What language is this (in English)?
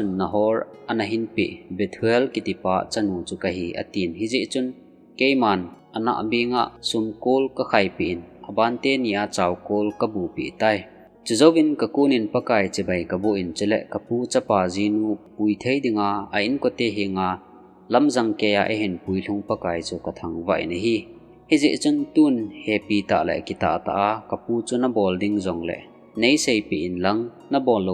Thado Chin